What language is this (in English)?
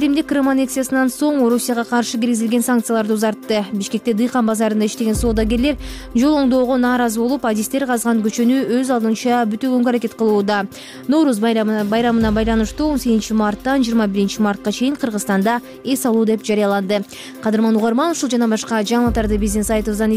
Kyrgyz